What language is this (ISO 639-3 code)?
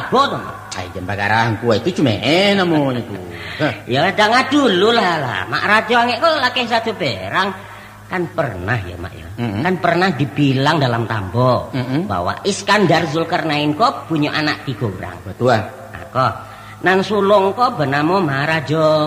min